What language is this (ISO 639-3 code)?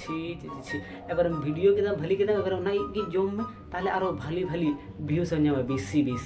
sat